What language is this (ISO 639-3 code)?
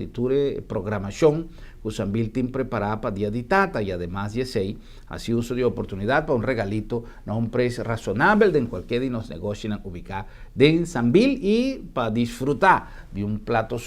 pap